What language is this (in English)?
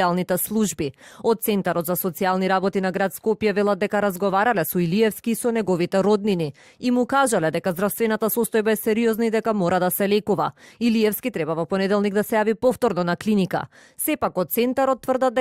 Macedonian